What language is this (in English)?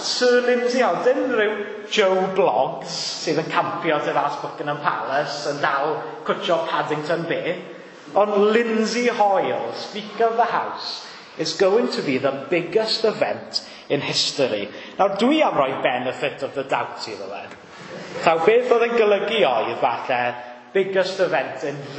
Welsh